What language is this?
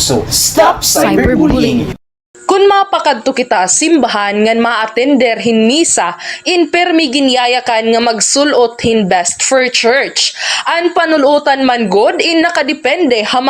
Waray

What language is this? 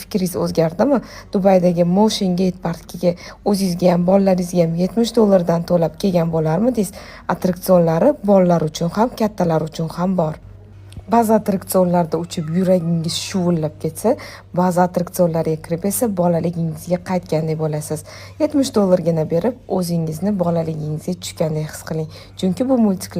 Uzbek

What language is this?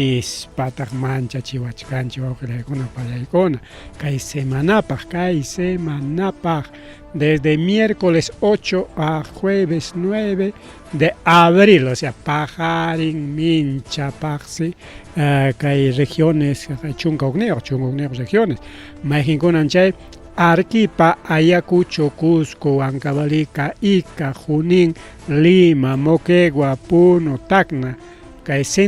Ayacucho Quechua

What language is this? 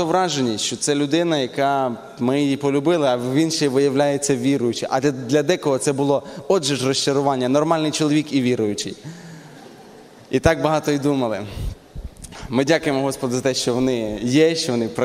Ukrainian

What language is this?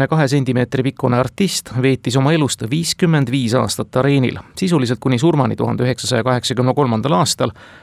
Estonian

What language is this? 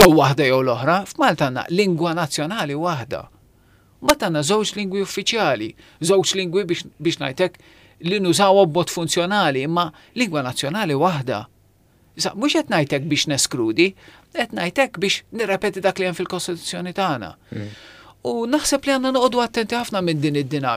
Maltese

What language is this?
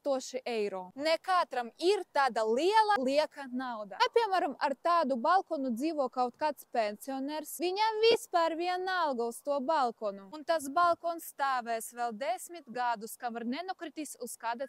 Latvian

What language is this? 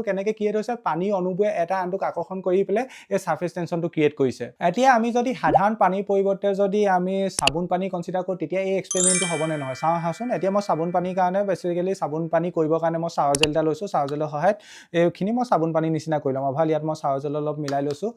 Assamese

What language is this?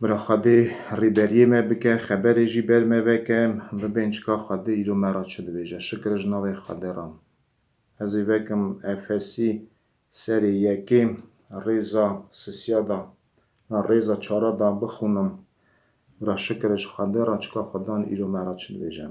Kurdish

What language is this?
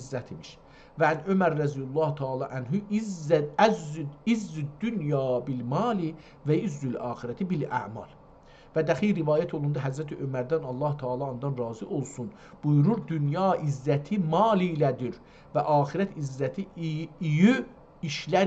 South Azerbaijani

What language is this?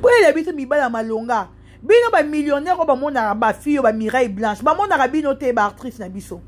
Lingala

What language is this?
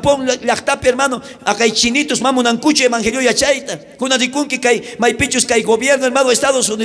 South Bolivian Quechua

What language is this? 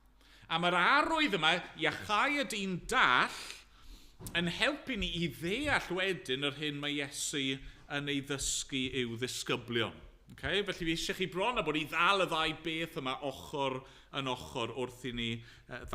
Welsh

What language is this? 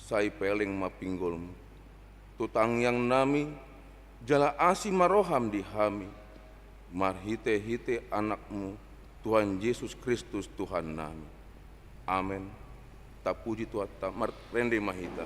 Batak Toba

